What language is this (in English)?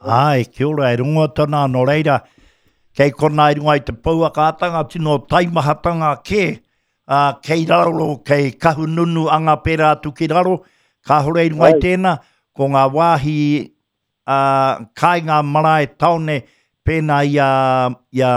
Māori